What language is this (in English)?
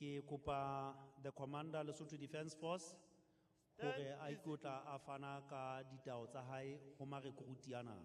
Southern Sotho